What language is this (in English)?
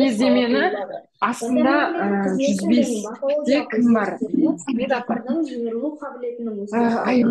Kazakh